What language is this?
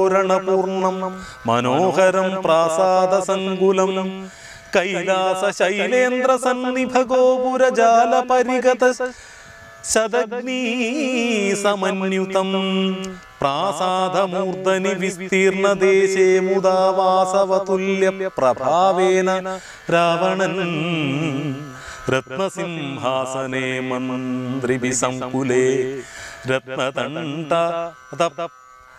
Malayalam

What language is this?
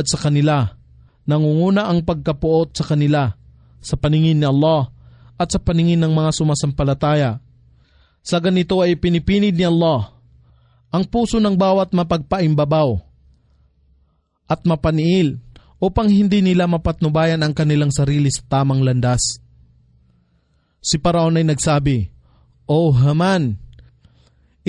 Filipino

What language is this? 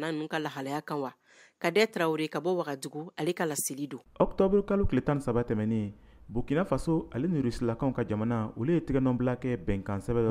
Bambara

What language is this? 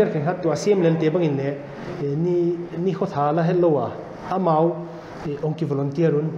Paite Chin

